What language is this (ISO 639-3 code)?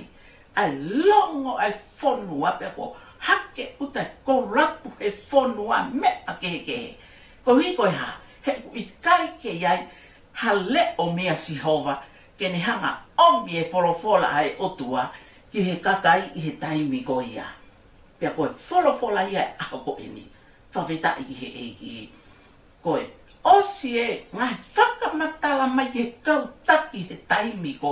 ton